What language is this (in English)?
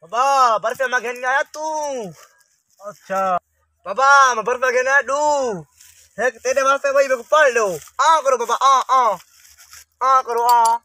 Saraiki